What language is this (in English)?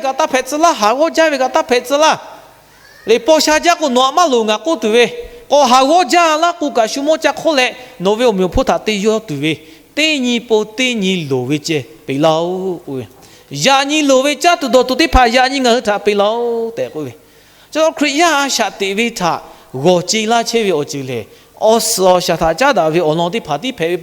Lahu